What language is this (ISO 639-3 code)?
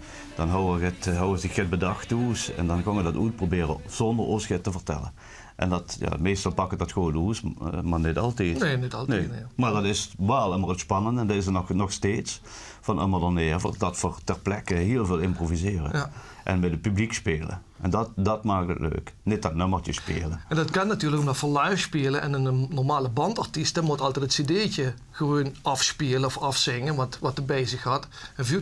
lim